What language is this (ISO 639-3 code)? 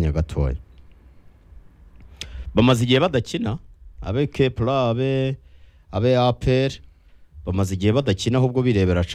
kin